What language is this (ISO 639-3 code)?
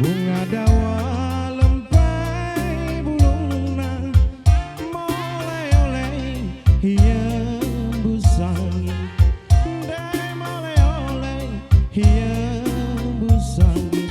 btx